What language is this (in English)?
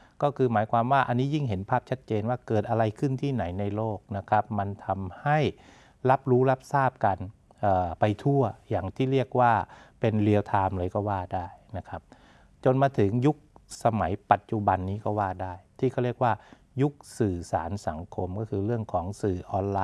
Thai